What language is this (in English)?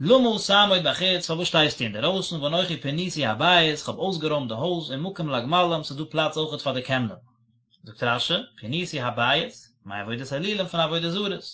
Yiddish